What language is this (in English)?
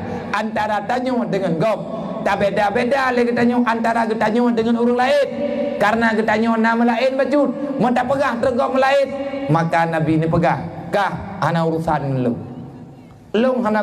Achinese